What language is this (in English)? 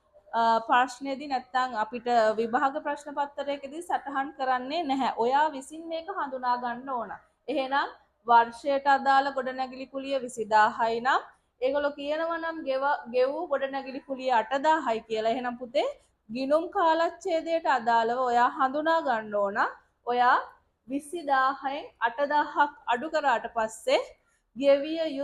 Sinhala